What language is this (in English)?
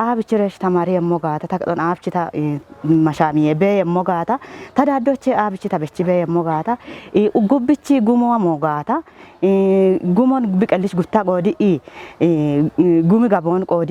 Kafa